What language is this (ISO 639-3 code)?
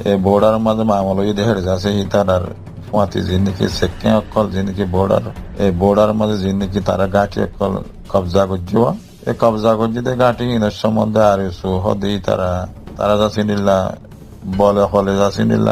rhg